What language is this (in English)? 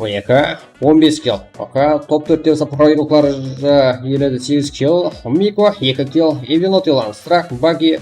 Kara-Kalpak